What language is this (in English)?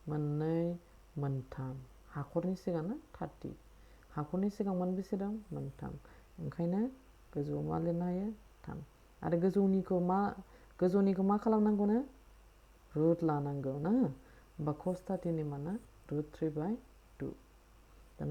Bodo